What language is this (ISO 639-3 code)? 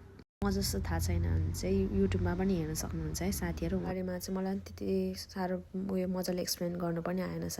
nep